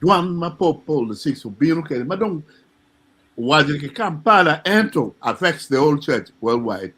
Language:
Acoli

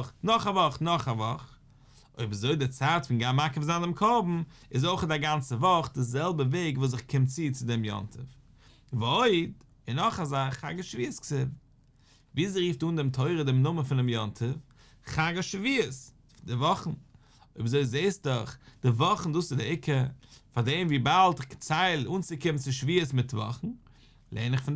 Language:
Yiddish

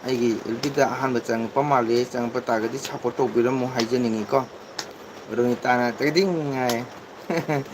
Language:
Manipuri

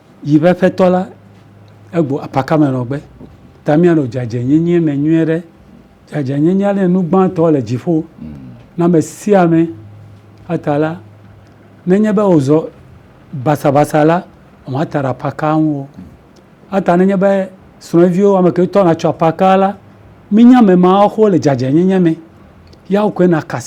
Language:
Ewe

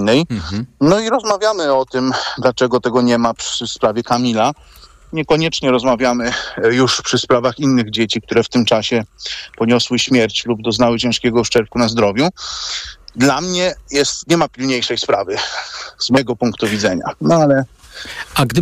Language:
Polish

